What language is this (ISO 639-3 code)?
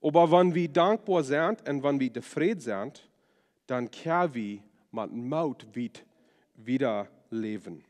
pdt